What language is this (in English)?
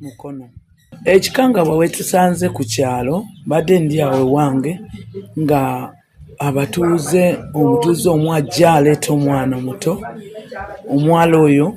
Ganda